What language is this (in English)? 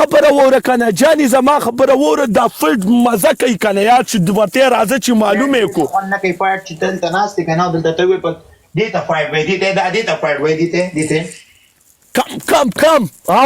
Pashto